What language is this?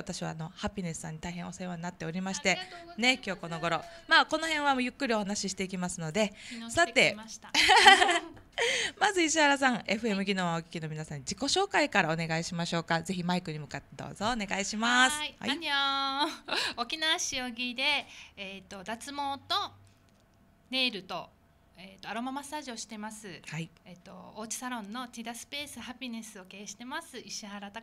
Japanese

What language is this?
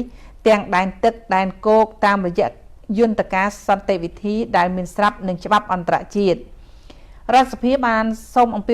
Khmer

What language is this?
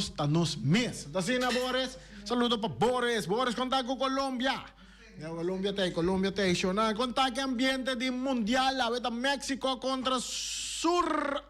Papiamento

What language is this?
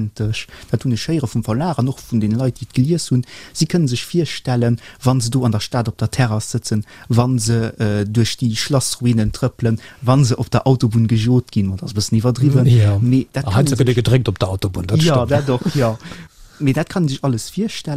Luxembourgish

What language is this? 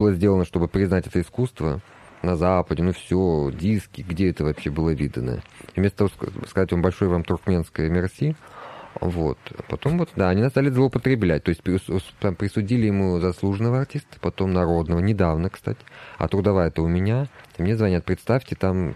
Russian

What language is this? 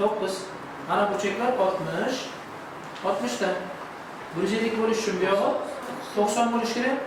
Uzbek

